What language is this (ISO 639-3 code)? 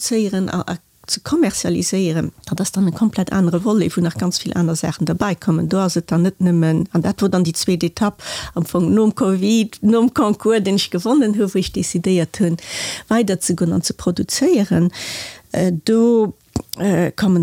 ltz